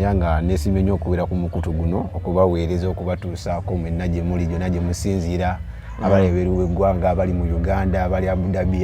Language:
Ganda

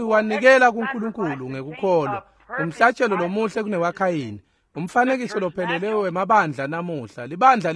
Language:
Swati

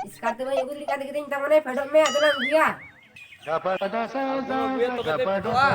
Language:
Santali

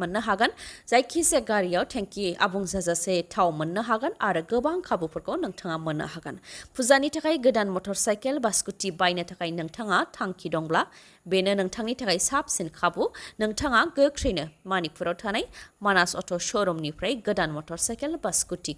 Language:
Bodo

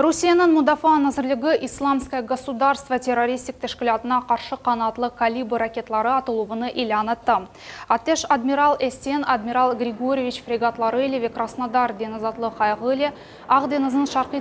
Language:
Crimean Tatar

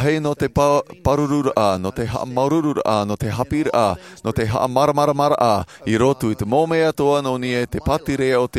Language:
Tahitian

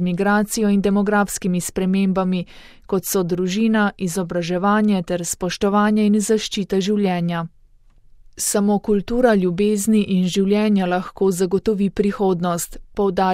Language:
Slovenian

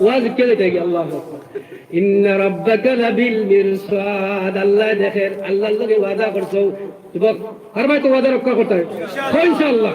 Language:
Sylheti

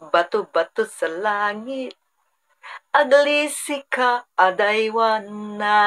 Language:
Iloko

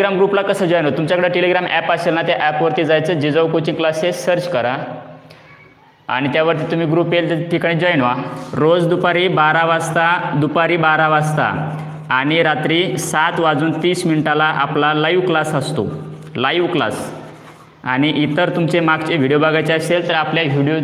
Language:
Marathi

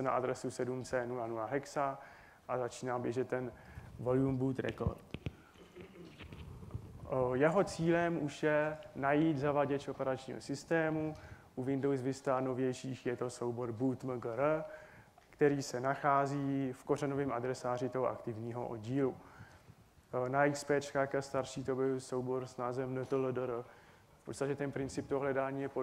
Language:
Czech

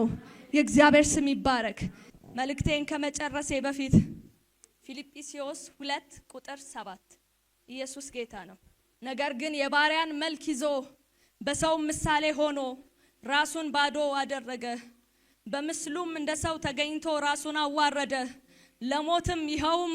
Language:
Amharic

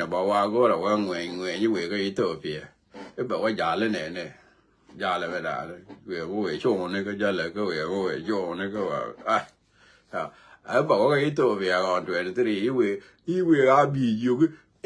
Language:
Nuer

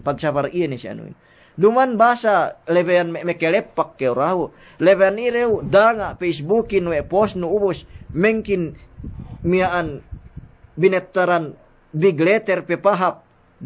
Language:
Yakan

